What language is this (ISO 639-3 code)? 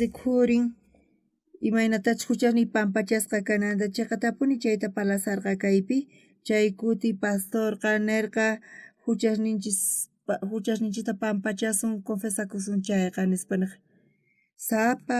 quh